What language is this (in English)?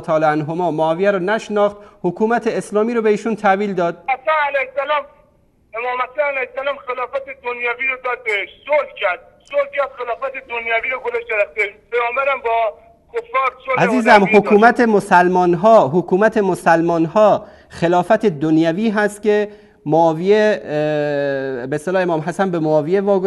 Persian